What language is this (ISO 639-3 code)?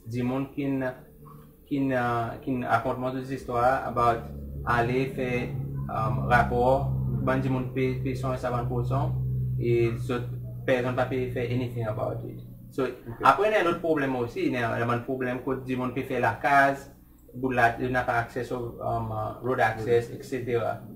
crs